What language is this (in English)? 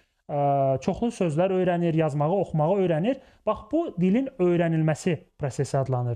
Azerbaijani